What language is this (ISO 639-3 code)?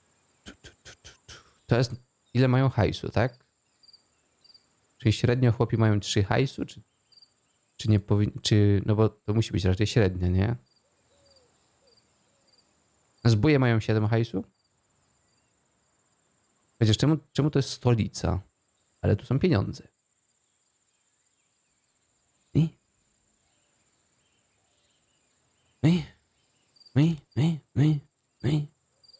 pol